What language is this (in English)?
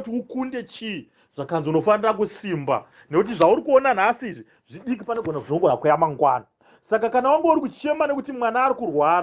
Shona